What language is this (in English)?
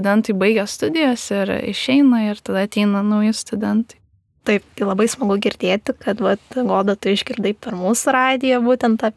Lithuanian